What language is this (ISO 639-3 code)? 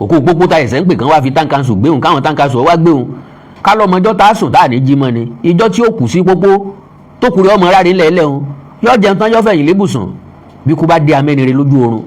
yor